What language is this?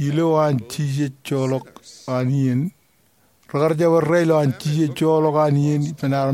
Marshallese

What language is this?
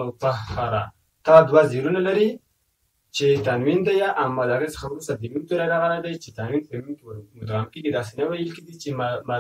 Pashto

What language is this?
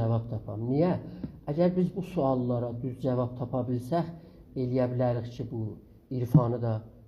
South Azerbaijani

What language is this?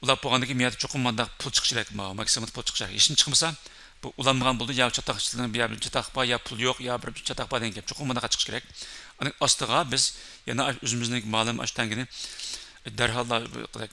Uyghur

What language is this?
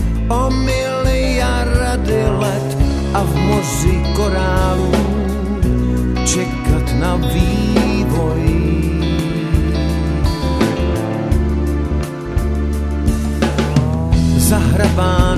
Czech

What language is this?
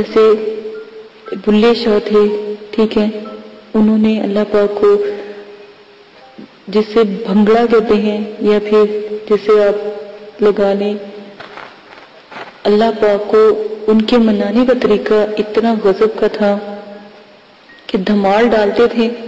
Urdu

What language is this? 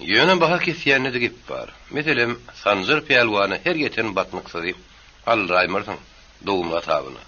Turkmen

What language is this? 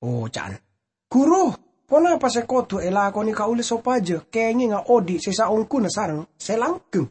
Madurese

